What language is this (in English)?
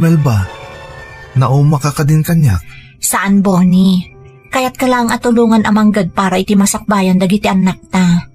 Iloko